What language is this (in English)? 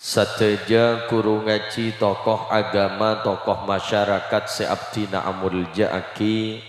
Madurese